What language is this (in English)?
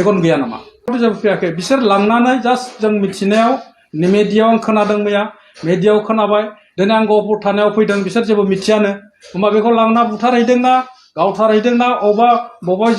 Bodo